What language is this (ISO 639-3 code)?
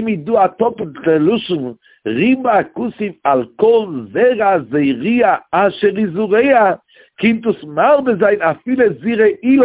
yid